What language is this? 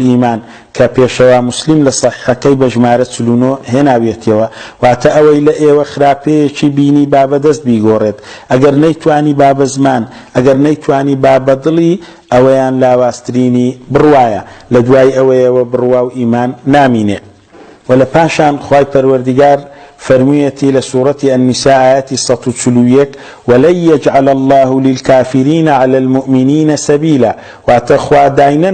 Central Kurdish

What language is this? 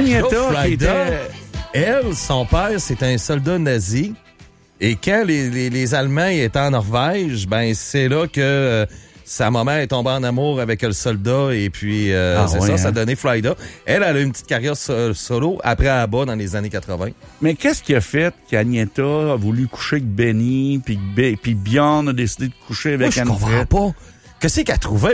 French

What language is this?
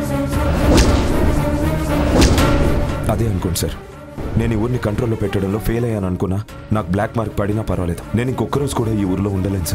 Telugu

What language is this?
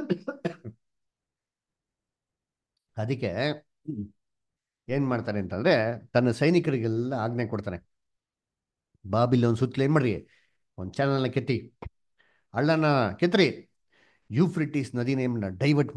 Kannada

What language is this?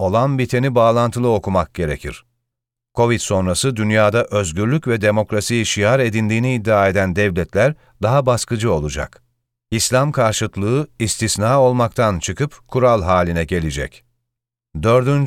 Turkish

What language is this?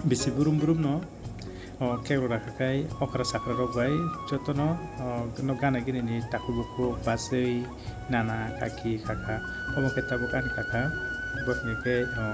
Kok Borok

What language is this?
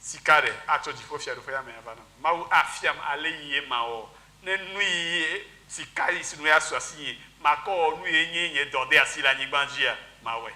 Ewe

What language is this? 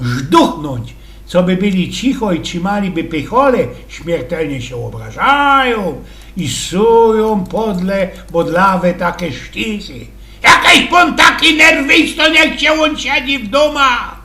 Silesian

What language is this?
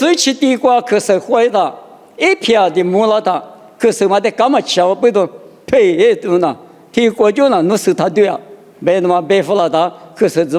Lisu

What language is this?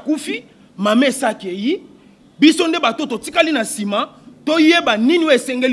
Lingala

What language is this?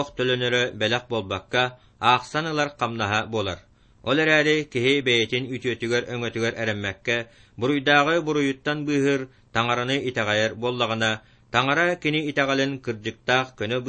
Yakut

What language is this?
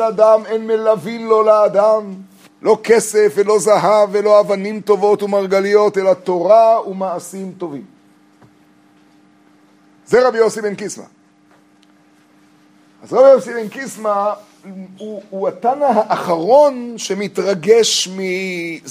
Hebrew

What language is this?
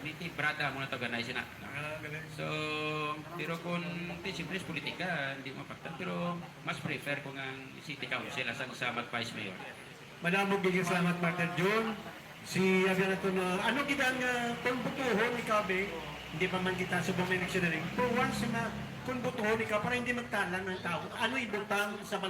Hiligaynon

